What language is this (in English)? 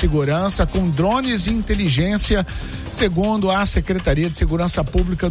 Portuguese